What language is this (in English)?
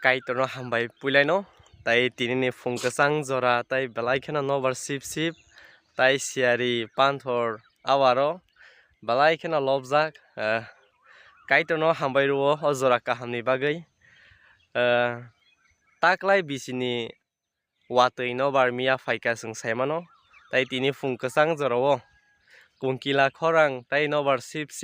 Kok Borok